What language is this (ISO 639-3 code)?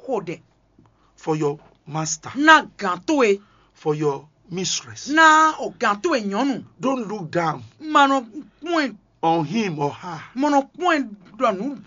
fon